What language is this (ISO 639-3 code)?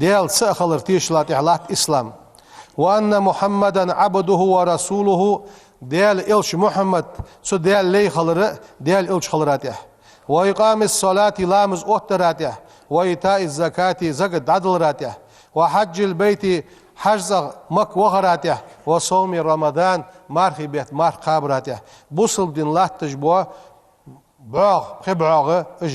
inh